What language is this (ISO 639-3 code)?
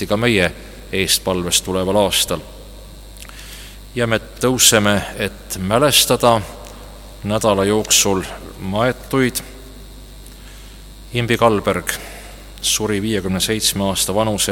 est